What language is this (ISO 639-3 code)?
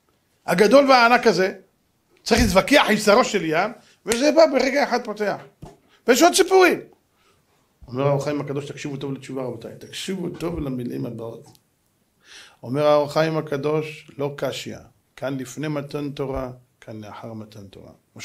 heb